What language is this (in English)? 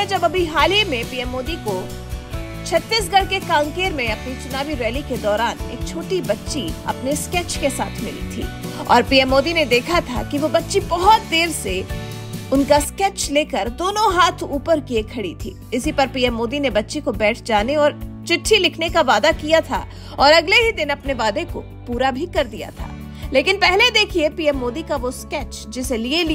Hindi